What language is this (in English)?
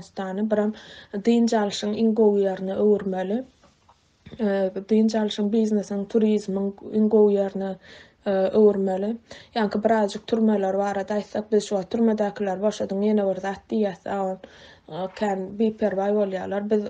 Turkmen